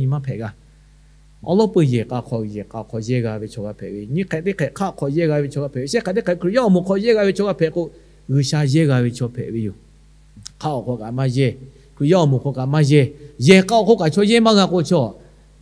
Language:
Lahu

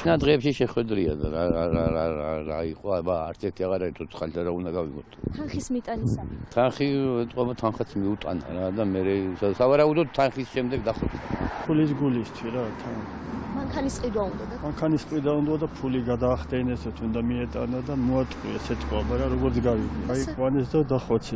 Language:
Georgian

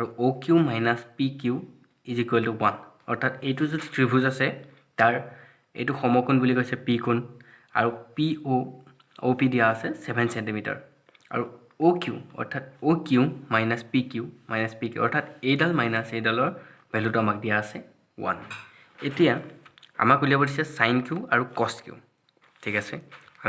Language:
Assamese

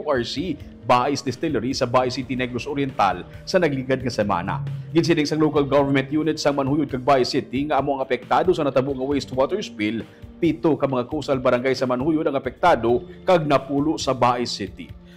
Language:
Hiligaynon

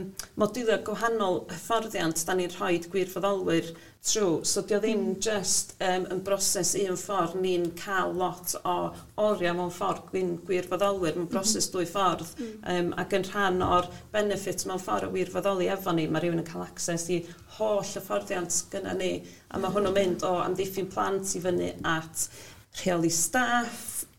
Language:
Welsh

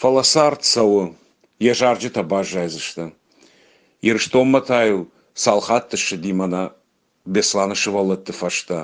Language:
Ossetic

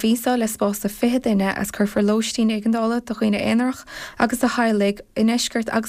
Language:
Irish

